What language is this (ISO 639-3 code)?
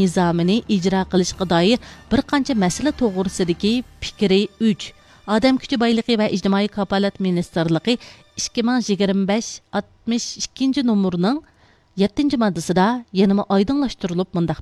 uig